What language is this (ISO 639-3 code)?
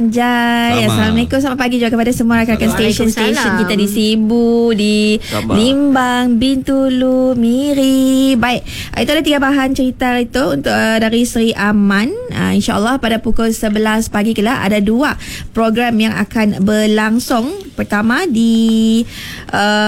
msa